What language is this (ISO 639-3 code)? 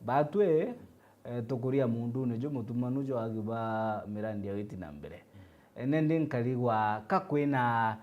mer